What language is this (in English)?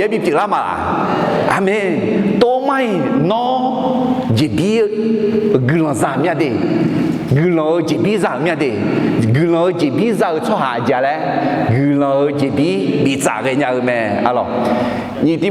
Akha